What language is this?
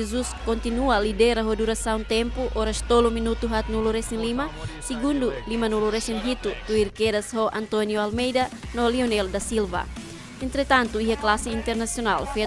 Tetum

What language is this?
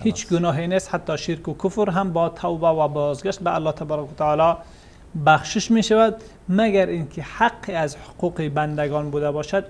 Persian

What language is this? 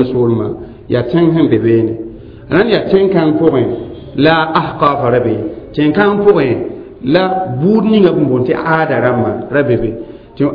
Mossi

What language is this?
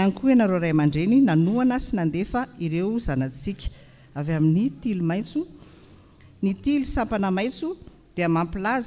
Malagasy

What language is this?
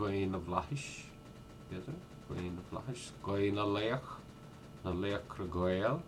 Irish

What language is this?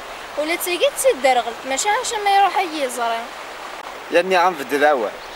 Kabyle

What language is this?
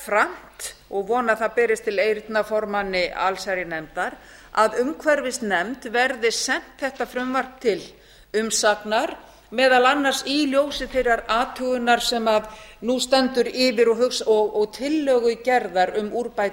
Icelandic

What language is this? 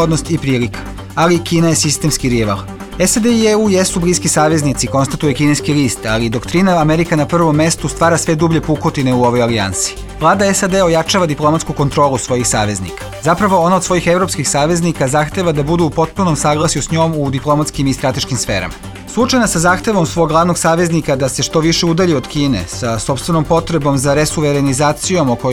Serbian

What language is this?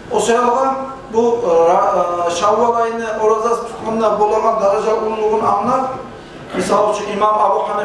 Kumyk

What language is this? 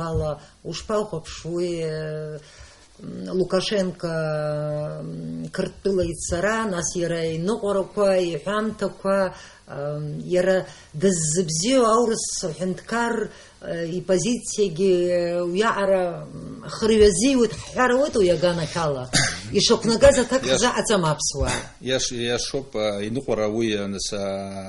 Abkhazian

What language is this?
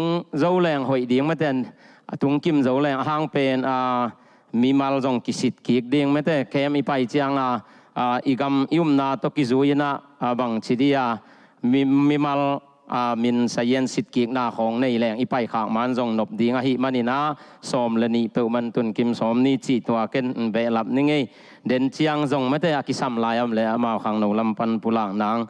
Tedim Chin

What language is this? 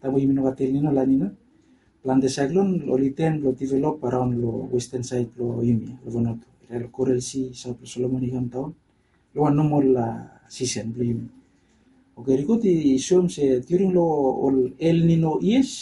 Bislama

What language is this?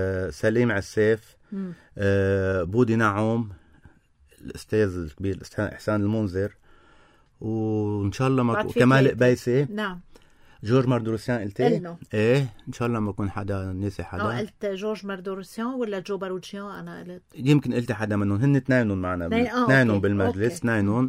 North Levantine Arabic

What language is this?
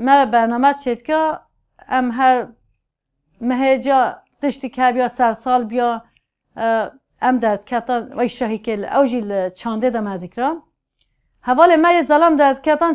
Kurdish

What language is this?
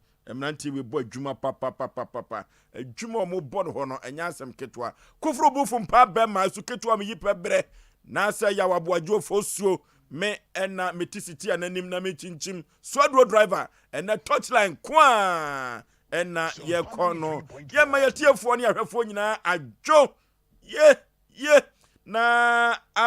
Akan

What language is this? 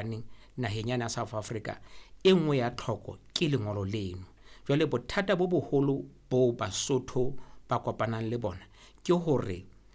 Southern Sotho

